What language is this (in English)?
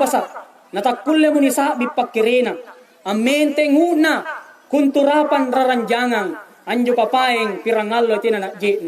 Makasar